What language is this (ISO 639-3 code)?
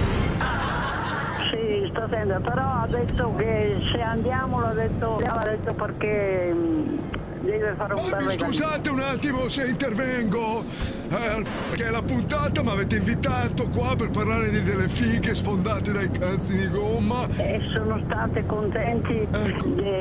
ita